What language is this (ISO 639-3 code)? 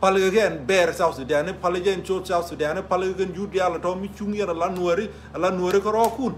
nus